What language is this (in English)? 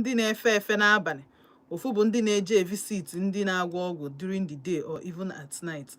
Igbo